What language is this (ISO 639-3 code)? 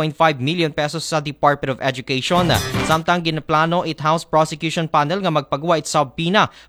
akl